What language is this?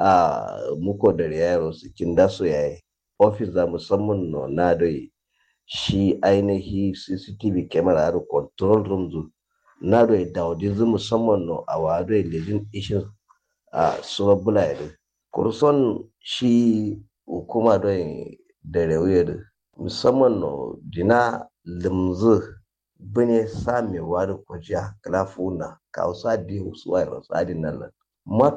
Kanuri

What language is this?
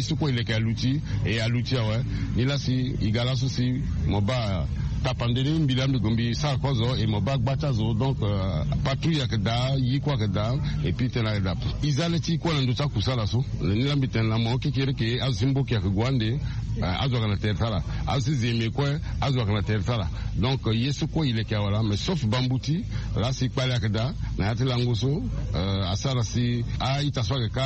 Sango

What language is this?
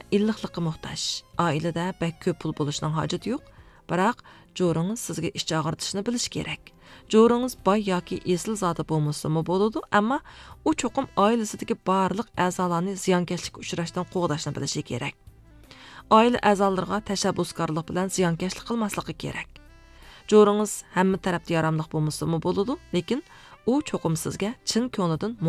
Uyghur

